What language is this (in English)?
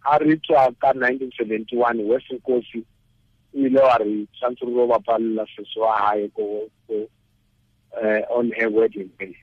Tswana